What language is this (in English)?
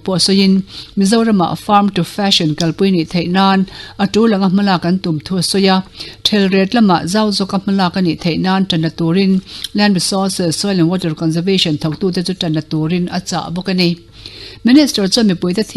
Mizo